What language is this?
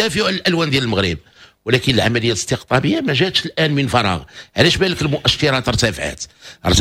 Moroccan Arabic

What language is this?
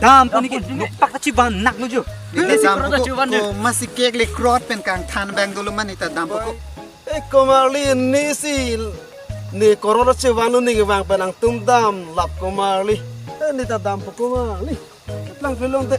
Karbi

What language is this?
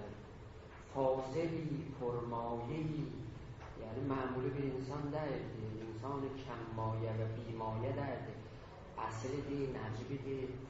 South Azerbaijani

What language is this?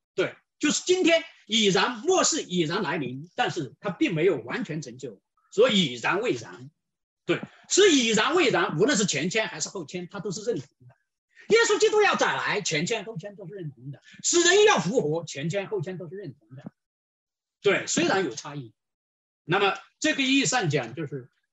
Chinese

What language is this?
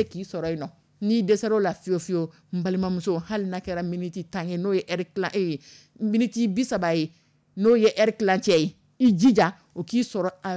Dyula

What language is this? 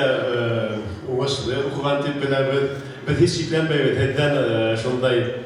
Bashkir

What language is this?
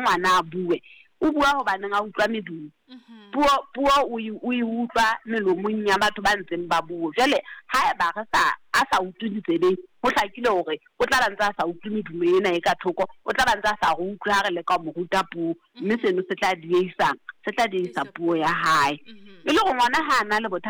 Southern Sotho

